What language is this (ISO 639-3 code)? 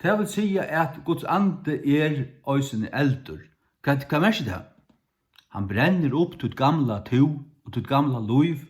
fao